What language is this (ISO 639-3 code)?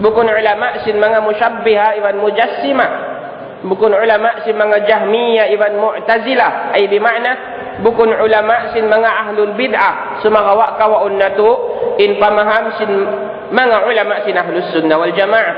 tsg